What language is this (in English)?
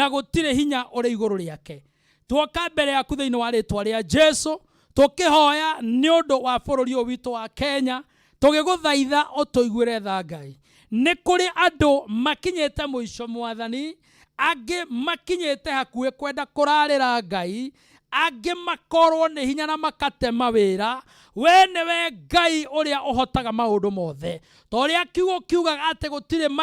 Kikuyu